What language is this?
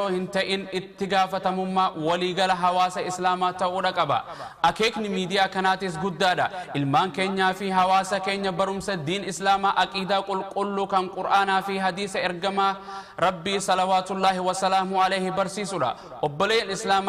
Oromo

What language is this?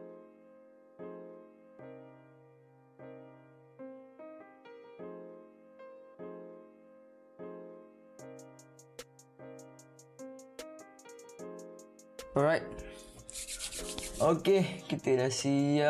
Malay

